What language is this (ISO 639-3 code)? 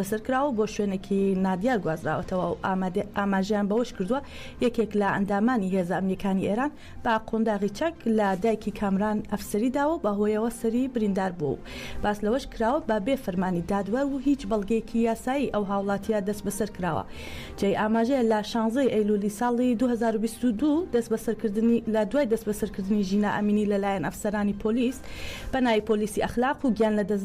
ckb